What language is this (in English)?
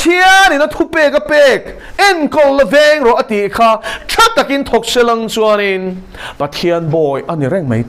Mizo